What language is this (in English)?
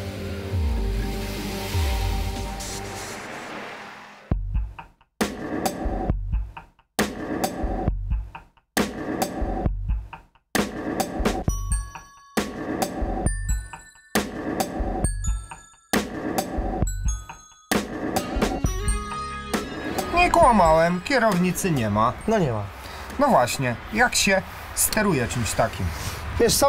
Polish